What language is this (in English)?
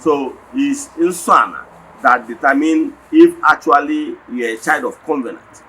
Igbo